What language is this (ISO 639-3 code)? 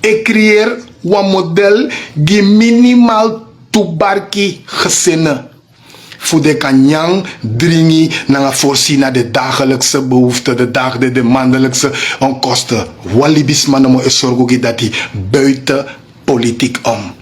srn